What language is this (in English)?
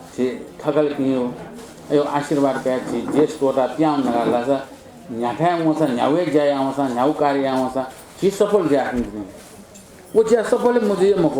Newari